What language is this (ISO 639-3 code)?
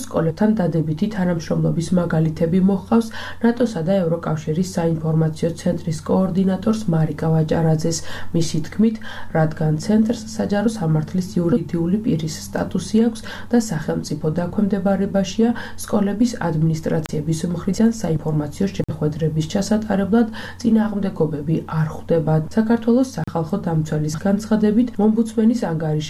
kat